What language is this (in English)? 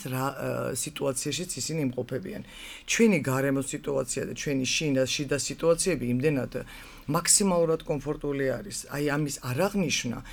Georgian